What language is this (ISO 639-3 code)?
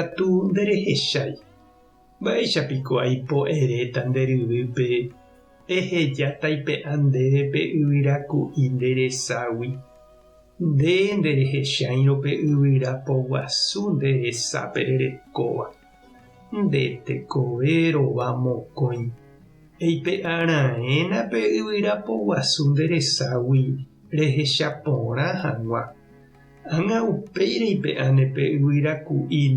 grn